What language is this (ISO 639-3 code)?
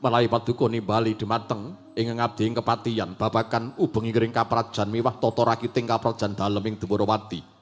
jav